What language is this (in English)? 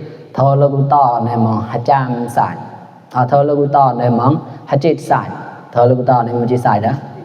Mon